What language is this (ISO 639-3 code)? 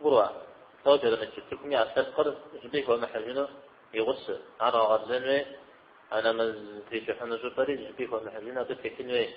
kbd